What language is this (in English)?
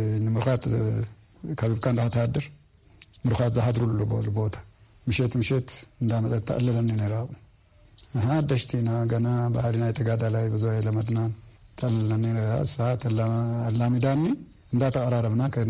Tigrinya